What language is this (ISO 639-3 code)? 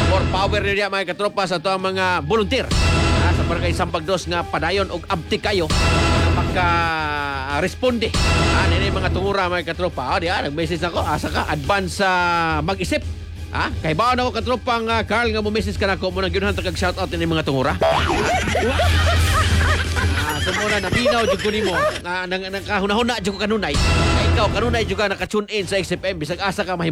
ceb